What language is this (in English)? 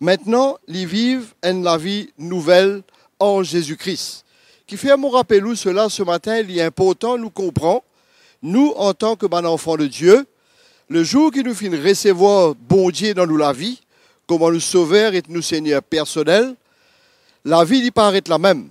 Morisyen